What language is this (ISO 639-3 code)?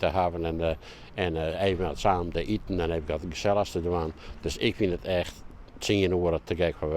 fry